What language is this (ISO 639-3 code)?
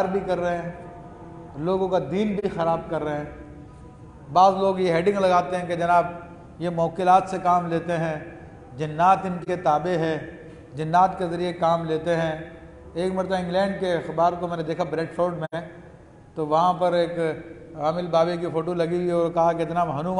urd